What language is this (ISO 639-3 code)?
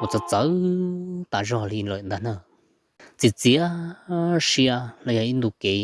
hmn